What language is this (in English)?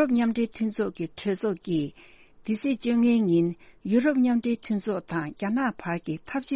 Tibetan